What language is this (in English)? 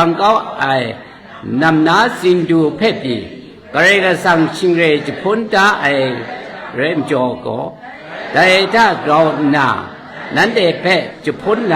Kachin